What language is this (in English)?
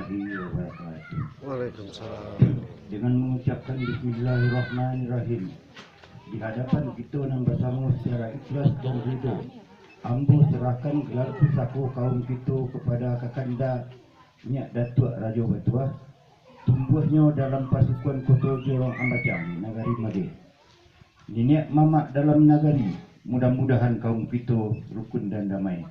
Minangkabau